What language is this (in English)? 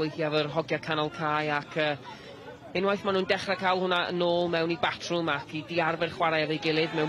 Welsh